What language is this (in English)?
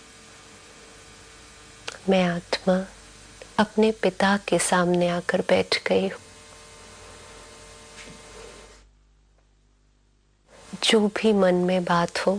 Hindi